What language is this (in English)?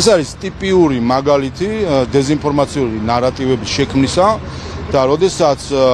Georgian